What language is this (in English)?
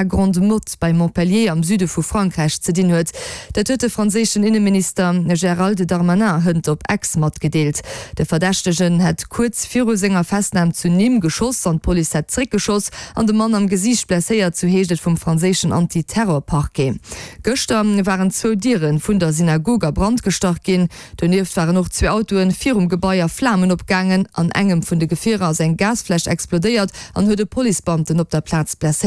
Luxembourgish